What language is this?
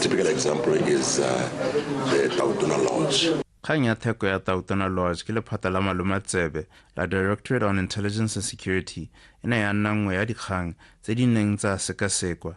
Tswana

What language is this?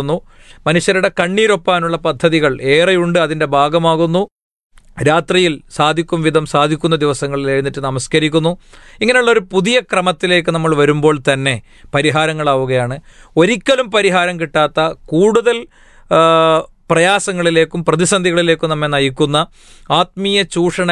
Malayalam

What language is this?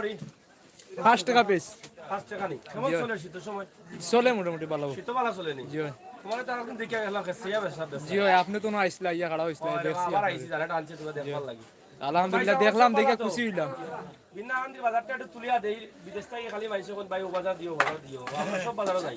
Sylheti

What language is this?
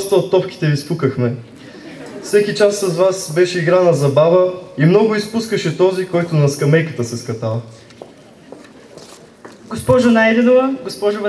Bulgarian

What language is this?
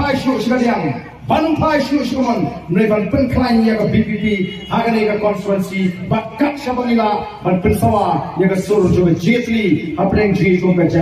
Khasi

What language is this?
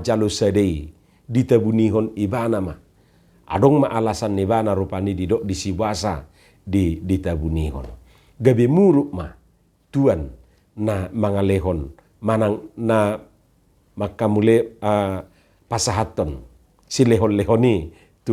Batak Toba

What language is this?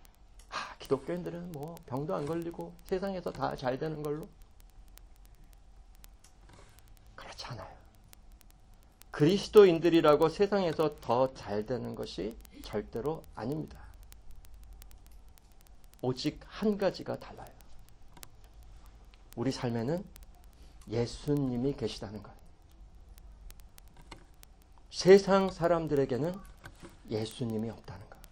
Korean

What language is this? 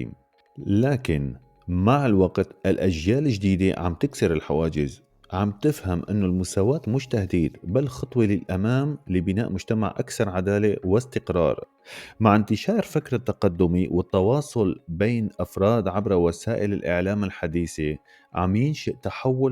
North Levantine Arabic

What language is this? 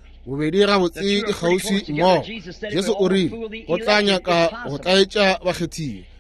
Northern Sotho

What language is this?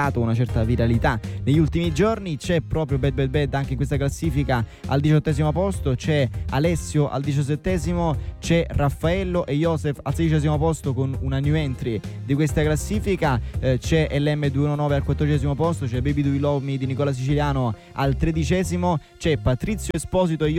Italian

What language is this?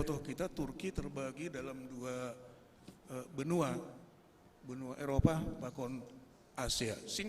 Batak Simalungun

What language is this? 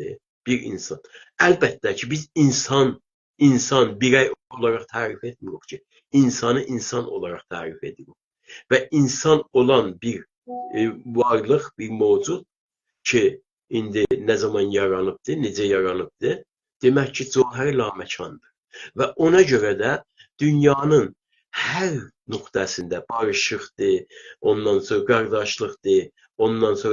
South Azerbaijani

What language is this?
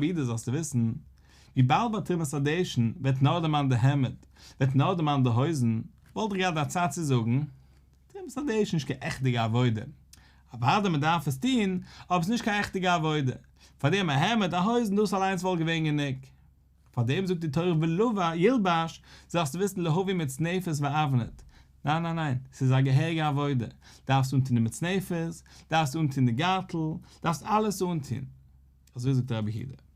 Yiddish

